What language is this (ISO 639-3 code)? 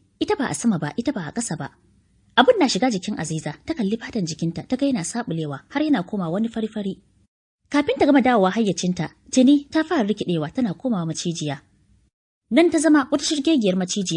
hau